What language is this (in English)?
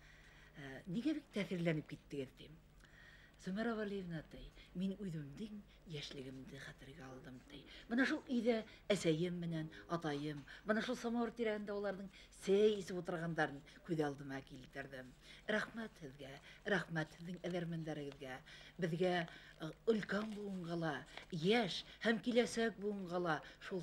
Bashkir